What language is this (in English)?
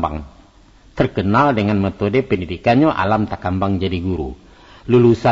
Minangkabau